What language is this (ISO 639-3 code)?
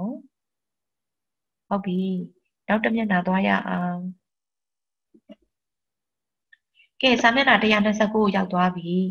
mya